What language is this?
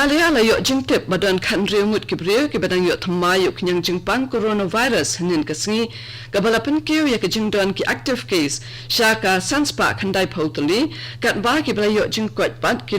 Khasi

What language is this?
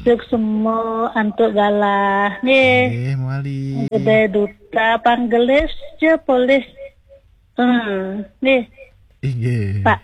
Balinese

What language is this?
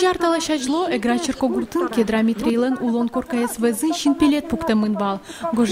Udmurt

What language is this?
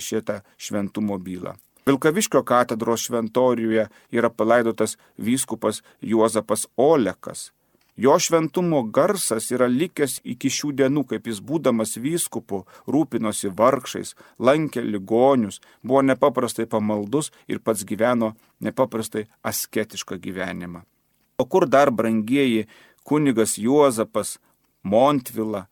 Lithuanian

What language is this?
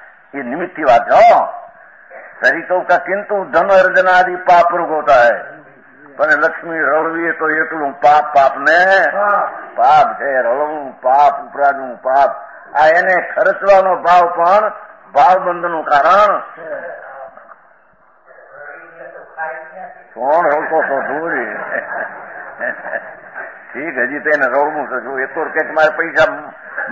Gujarati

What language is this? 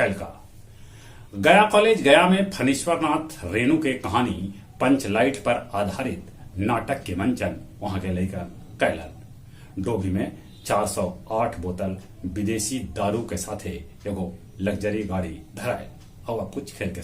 Magahi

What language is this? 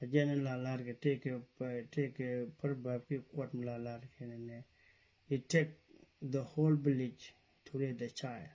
Nuer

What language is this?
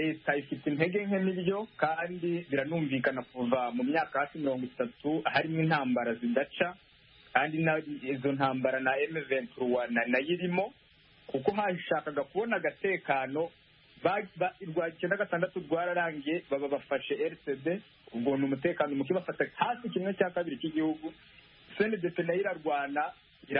Kinyarwanda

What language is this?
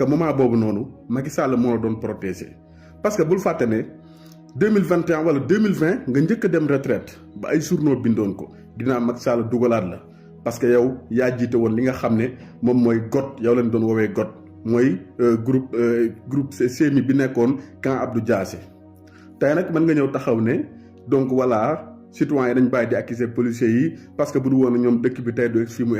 Wolof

